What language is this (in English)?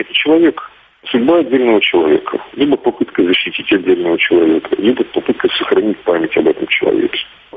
Russian